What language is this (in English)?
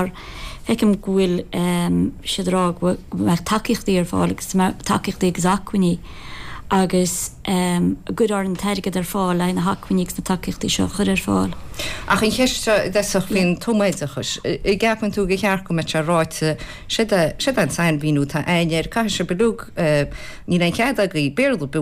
Irish